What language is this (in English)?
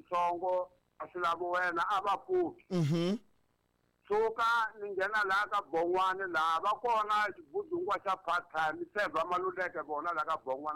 Tsonga